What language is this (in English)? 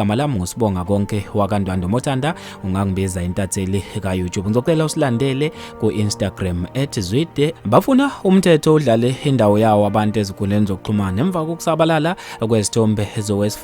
Zulu